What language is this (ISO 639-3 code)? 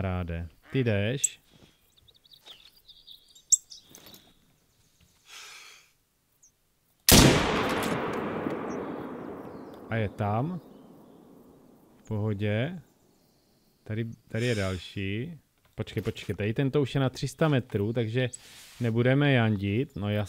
ces